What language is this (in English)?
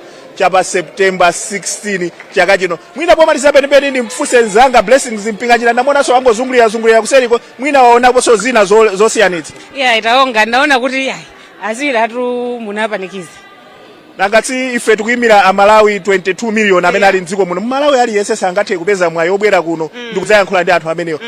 Nyanja